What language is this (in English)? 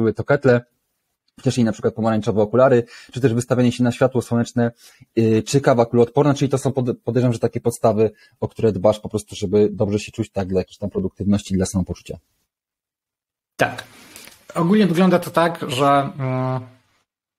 Polish